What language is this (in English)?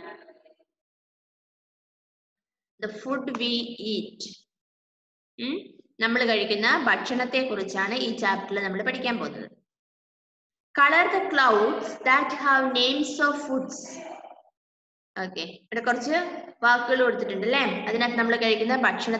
Malayalam